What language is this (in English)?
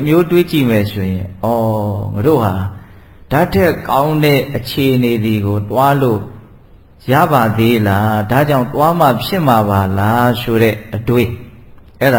Burmese